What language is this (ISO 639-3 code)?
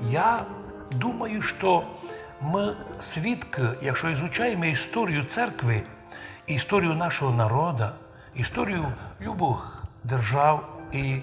rue